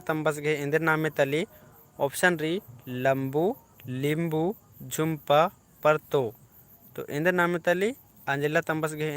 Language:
Kurukh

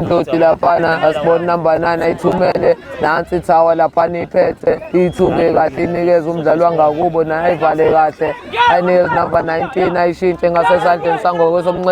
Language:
Zulu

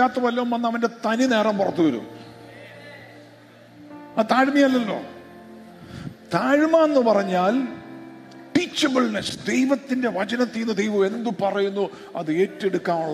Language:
Malayalam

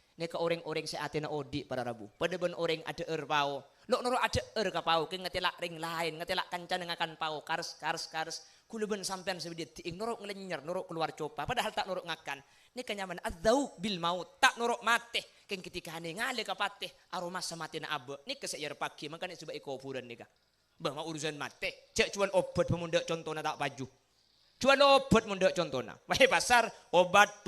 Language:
Madurese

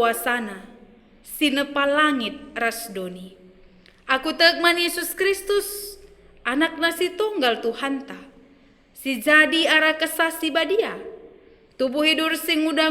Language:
Batak Karo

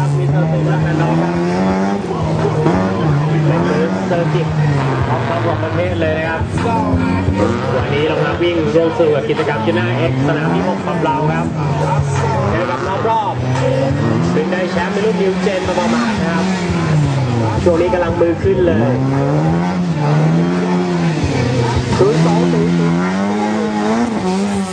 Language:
Thai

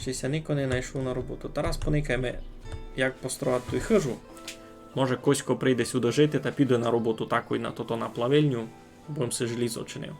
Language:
Rusyn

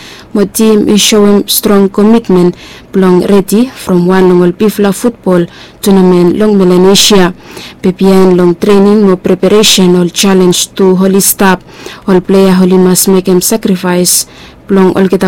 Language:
Bislama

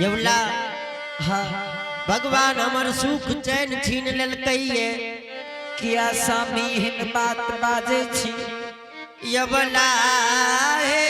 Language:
Angika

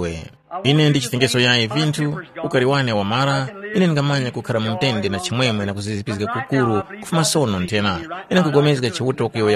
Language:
Tumbuka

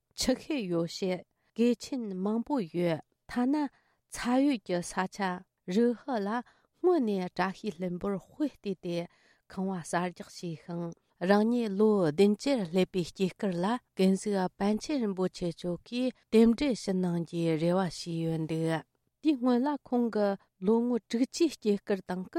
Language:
Tibetan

